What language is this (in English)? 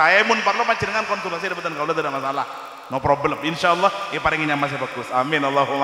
Madurese